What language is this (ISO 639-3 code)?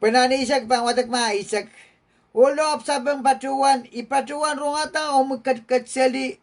pon